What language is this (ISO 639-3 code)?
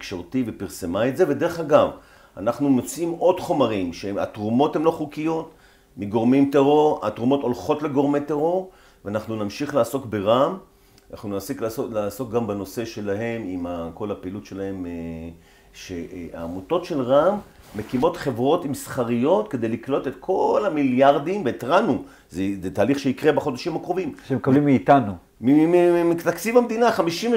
heb